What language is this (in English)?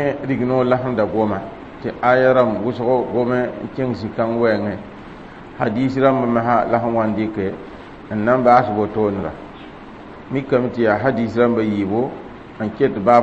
Mossi